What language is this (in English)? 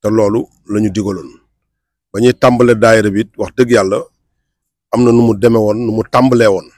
Wolof